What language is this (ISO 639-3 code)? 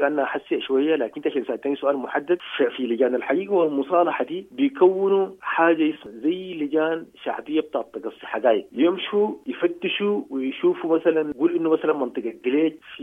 apd